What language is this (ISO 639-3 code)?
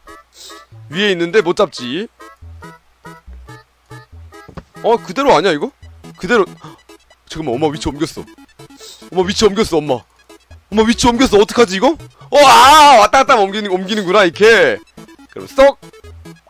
kor